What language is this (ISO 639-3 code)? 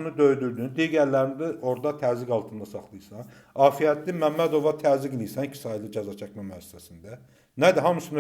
aze